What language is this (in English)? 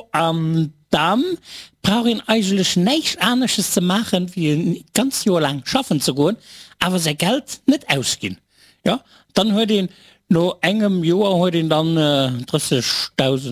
Luxembourgish